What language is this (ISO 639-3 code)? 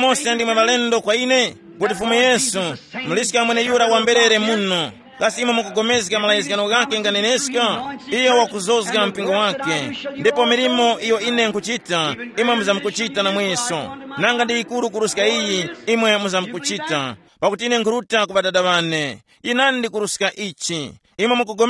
tum